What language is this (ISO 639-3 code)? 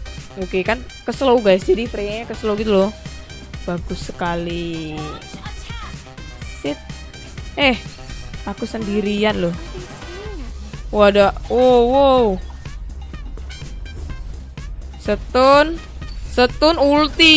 ind